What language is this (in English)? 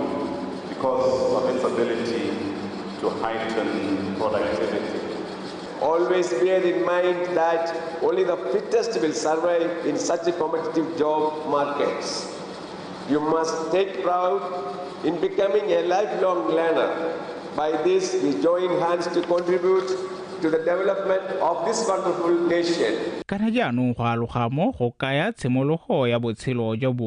Tswana